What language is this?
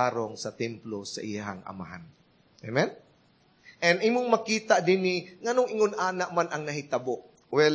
Cebuano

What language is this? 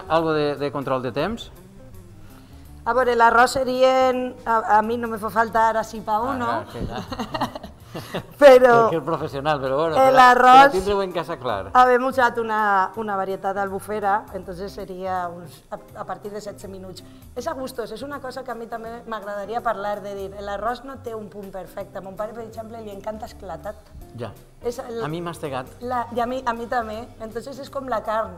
Catalan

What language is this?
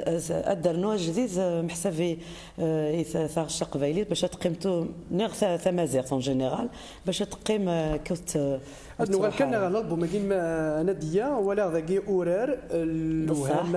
Kabyle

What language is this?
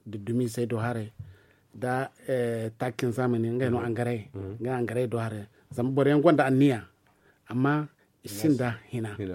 Zarma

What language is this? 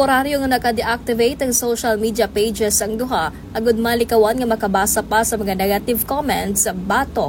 Hiligaynon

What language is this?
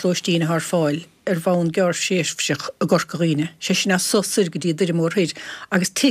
Irish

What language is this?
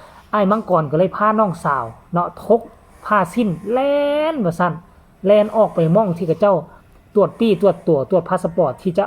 Northeastern Thai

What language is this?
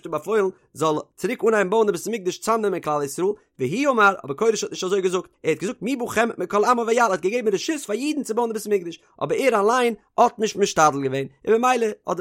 Yiddish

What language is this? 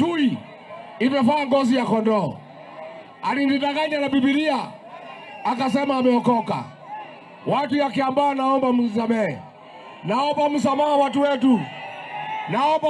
Gusii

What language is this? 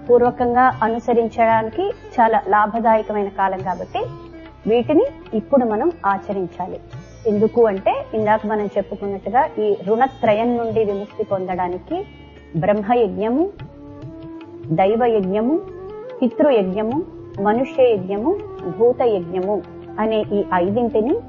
Telugu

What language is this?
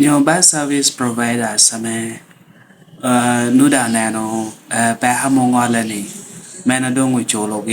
Lango (Uganda)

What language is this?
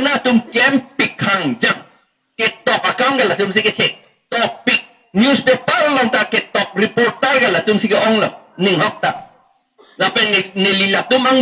Karbi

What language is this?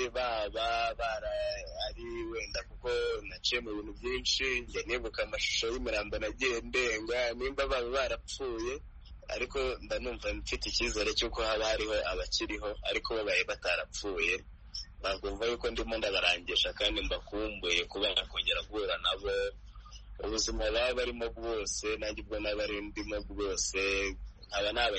Kinyarwanda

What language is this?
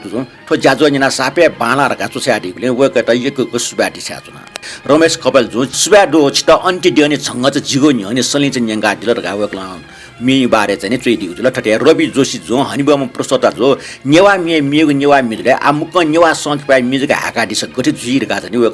Newari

